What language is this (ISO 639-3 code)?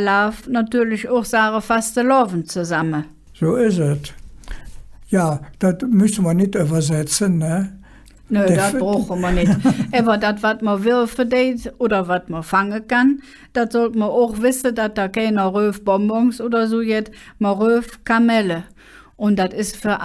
ksh